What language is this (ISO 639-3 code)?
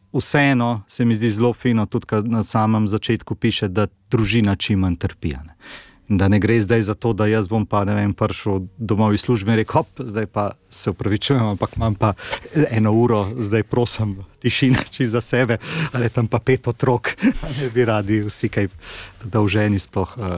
slv